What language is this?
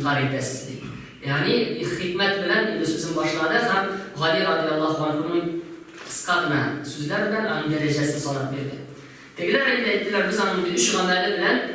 Tatar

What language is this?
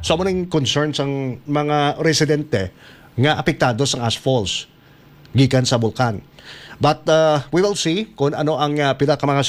Hiligaynon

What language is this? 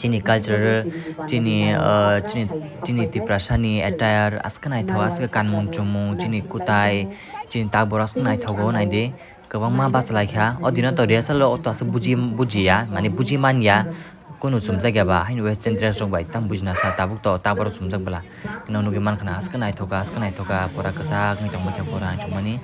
Kok Borok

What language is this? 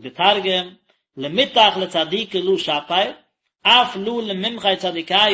Yiddish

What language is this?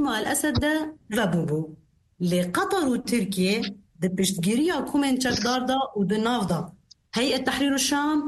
Kurdish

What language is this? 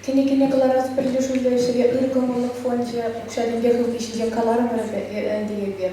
Chuvash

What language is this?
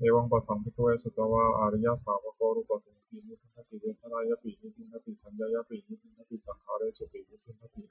Pali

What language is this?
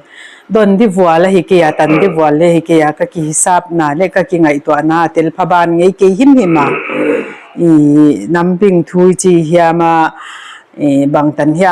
Paite Chin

